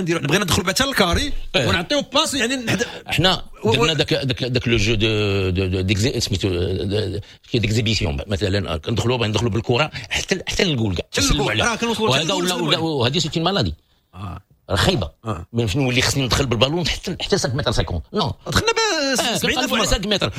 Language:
Moroccan Arabic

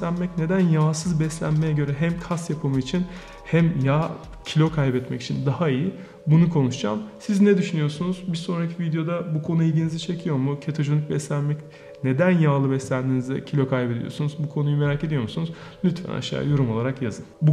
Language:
Turkish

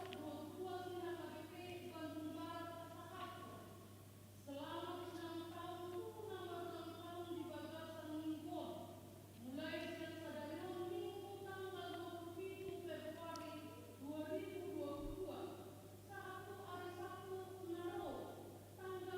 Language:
Batak Toba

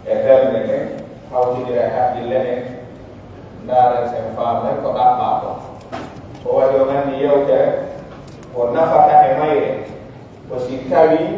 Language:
Pular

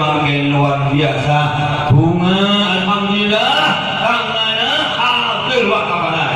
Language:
Madurese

